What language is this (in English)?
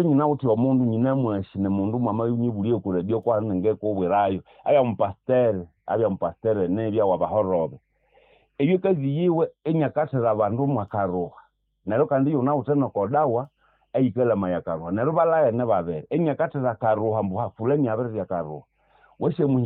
Nande